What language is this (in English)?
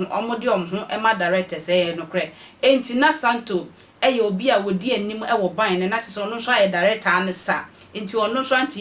Akan